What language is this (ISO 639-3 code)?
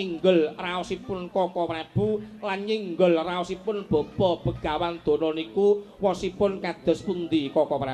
jav